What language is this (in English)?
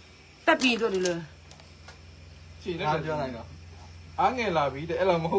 Burmese